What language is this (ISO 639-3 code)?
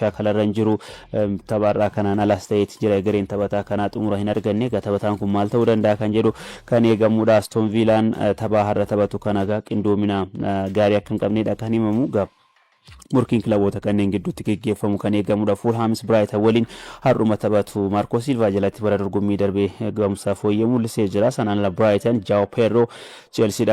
orm